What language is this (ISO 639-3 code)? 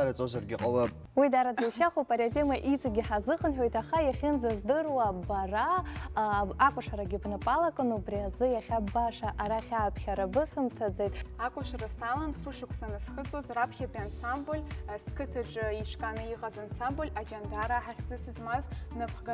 abk